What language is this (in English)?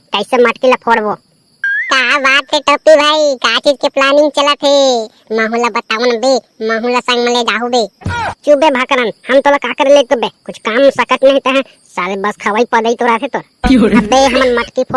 Chhattisgarhi